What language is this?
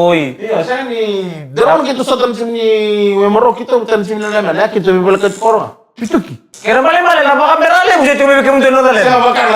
Fijian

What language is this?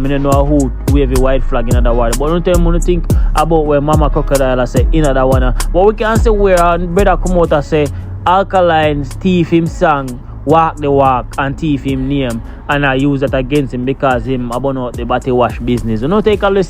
Jamaican Creole English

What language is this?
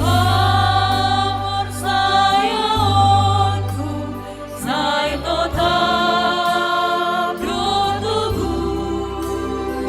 Batak Simalungun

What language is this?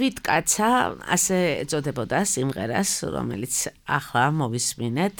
Georgian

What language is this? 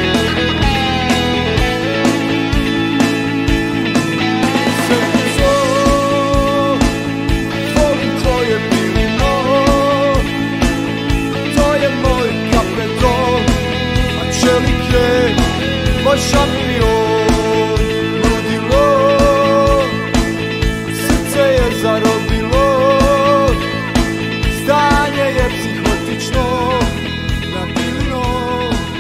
Serbian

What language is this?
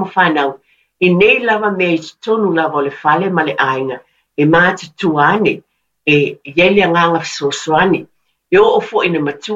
Samoan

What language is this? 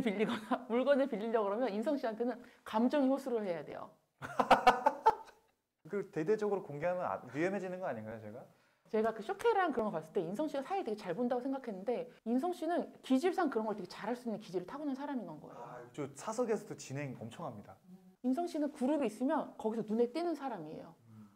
Korean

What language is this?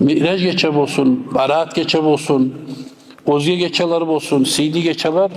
Kumyk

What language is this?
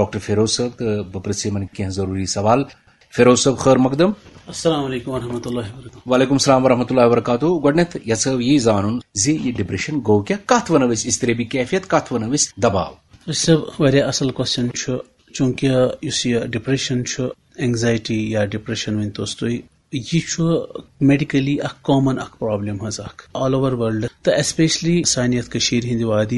Kashmiri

